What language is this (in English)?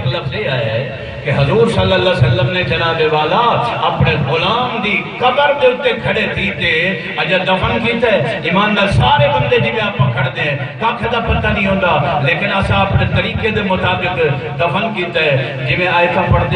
Saraiki